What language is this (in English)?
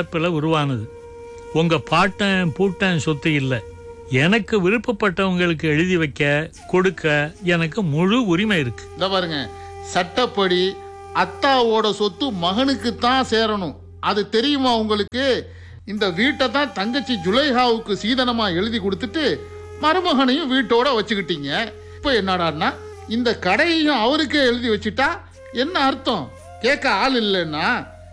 Tamil